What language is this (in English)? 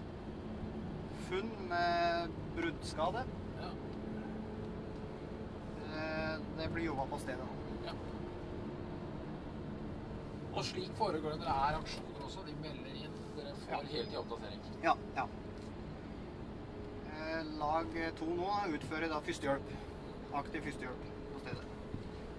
Norwegian